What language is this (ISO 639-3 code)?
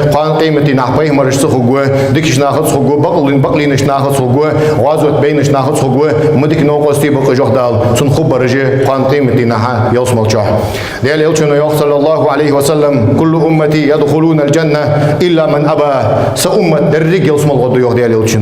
inh